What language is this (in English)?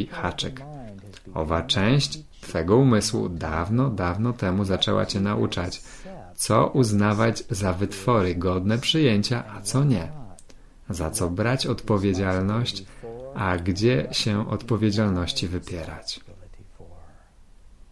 Polish